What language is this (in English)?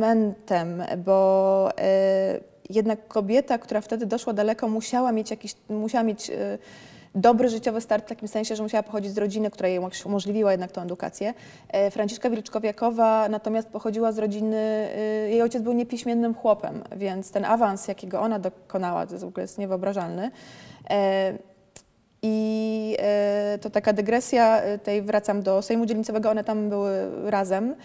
Polish